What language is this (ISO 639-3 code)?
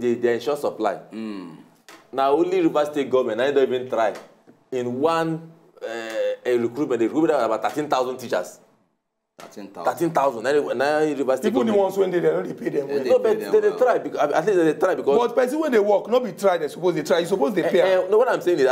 pcm